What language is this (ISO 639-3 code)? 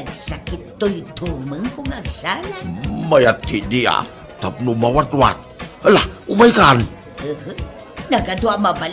ilo